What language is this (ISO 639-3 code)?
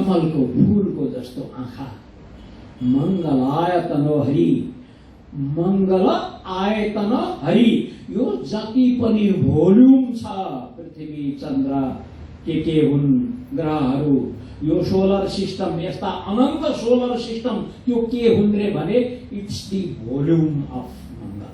nep